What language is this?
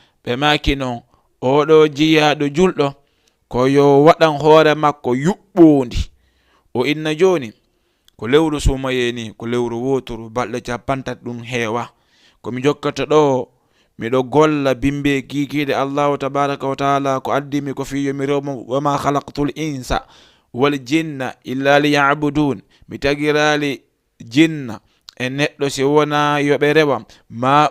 Fula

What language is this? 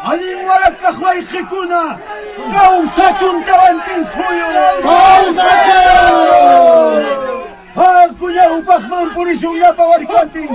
Quechua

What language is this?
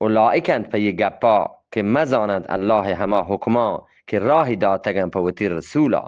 Eastern Balochi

